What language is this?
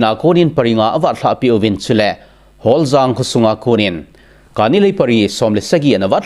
Thado Chin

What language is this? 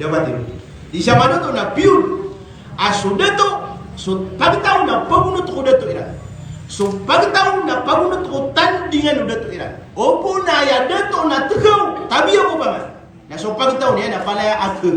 Maranao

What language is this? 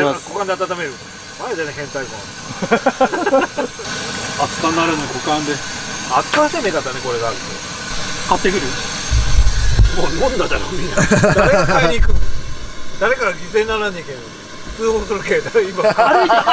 Japanese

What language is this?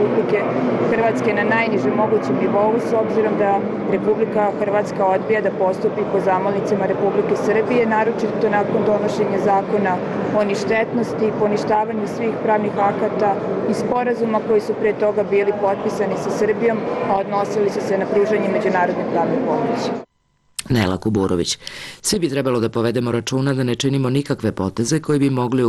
Serbian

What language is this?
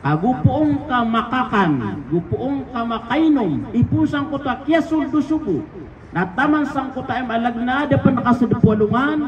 Maranao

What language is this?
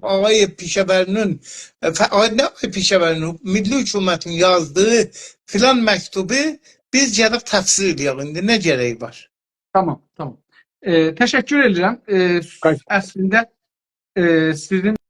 South Azerbaijani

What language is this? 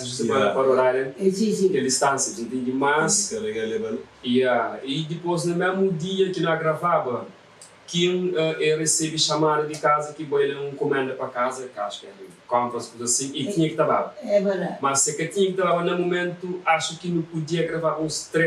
Kabuverdianu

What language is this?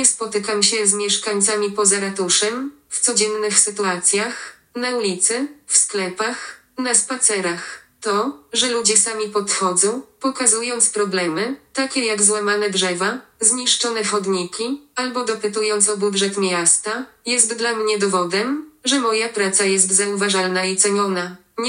Polish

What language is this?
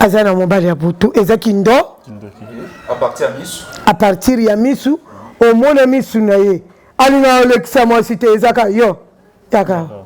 Lingala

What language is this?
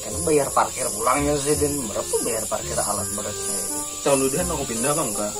Banjar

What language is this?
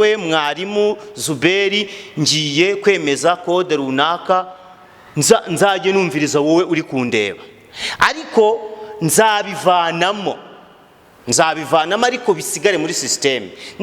Kinyarwanda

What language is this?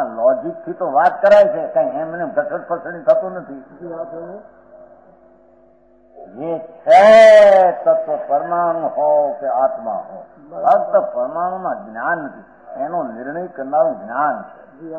Gujarati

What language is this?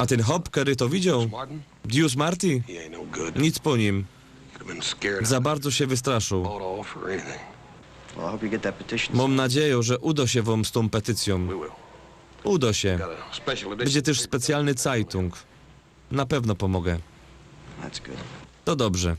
Silesian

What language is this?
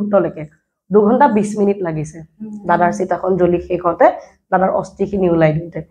Assamese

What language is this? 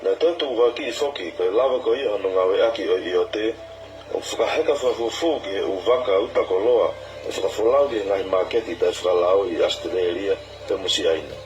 Tongan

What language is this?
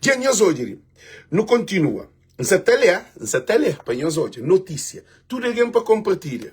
Kabuverdianu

